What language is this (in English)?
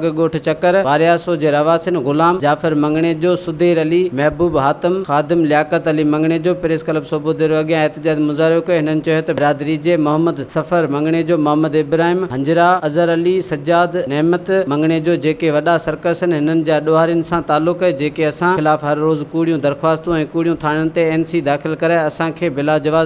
Sindhi